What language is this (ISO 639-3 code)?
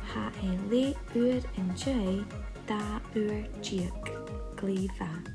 gla